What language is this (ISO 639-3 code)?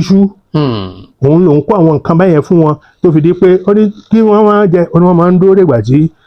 yor